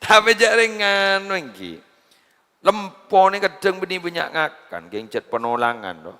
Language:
Madurese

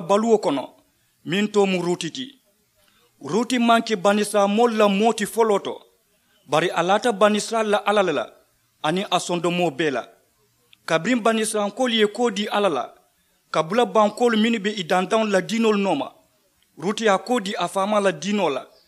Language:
Mandingo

